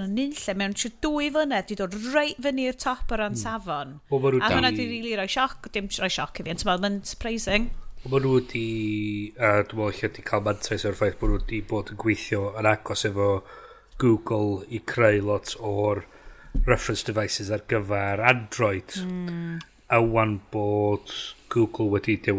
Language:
Welsh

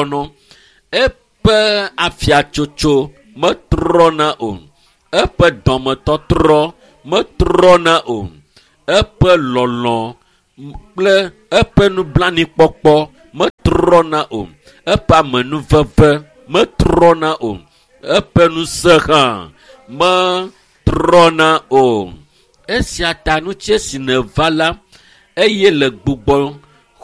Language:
Ewe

